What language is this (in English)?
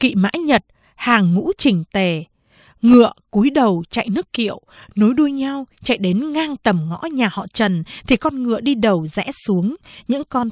Vietnamese